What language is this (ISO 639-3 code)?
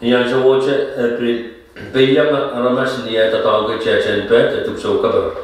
pon